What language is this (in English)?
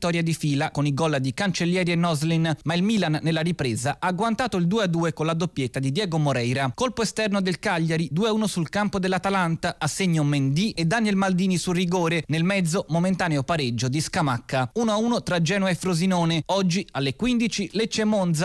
Italian